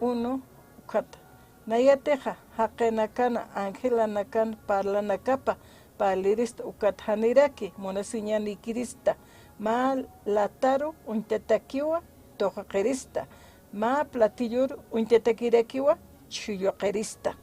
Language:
Aymara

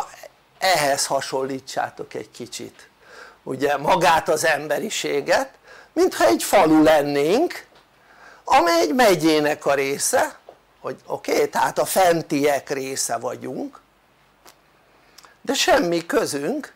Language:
Hungarian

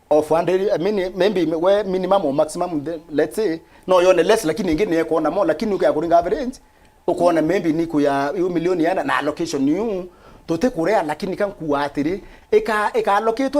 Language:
Meru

